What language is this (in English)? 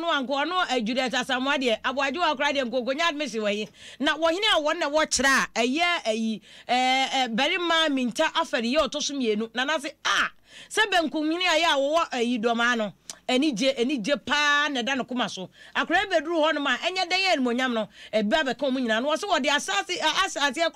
Akan